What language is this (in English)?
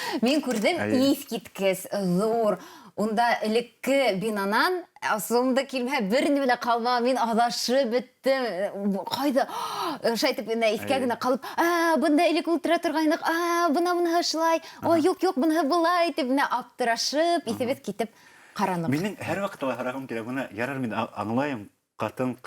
Bashkir